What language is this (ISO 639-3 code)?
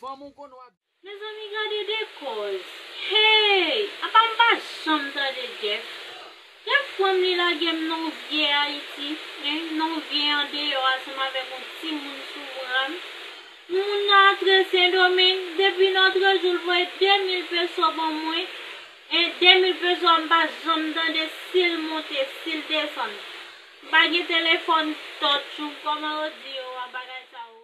hat